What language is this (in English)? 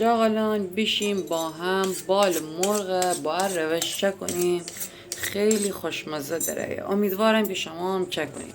Gilaki